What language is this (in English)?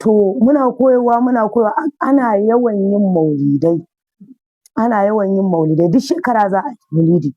Hausa